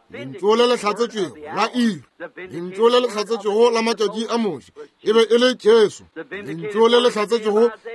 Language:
Northern Sotho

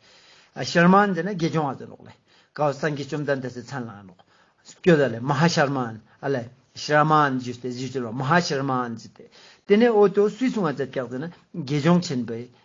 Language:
Ladakhi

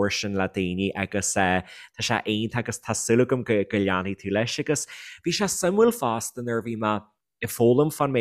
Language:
Irish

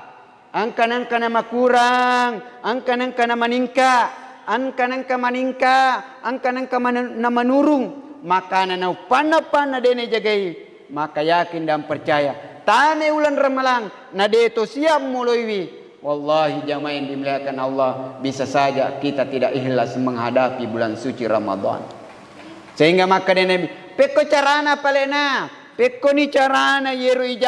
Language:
Buginese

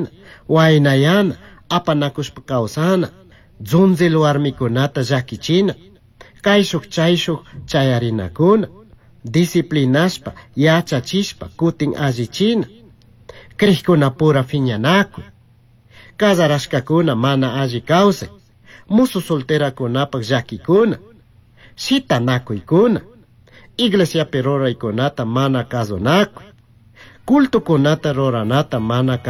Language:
Chimborazo Highland Quichua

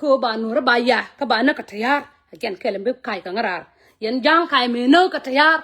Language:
Nuer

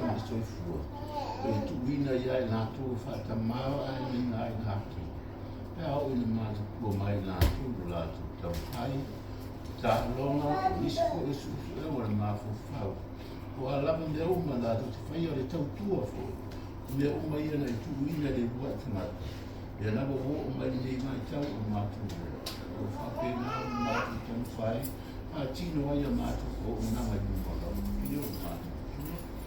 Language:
Samoan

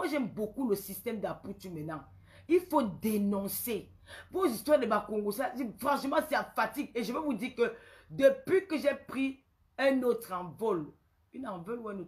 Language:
French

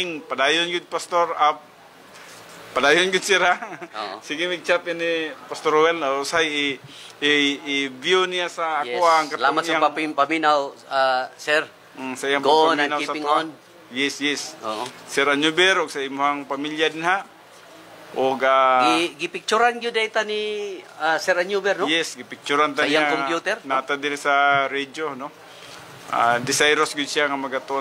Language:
Cebuano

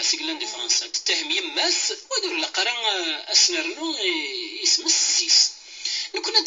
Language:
Kabyle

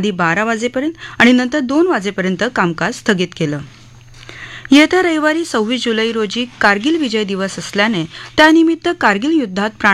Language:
Marathi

